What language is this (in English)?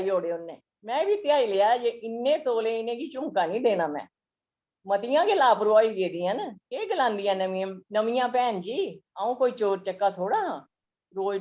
Dogri